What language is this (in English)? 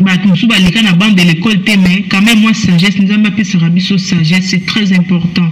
Lingala